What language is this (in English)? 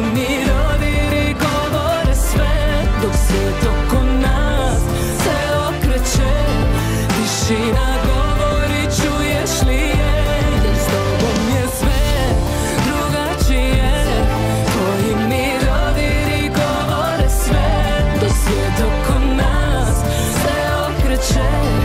Croatian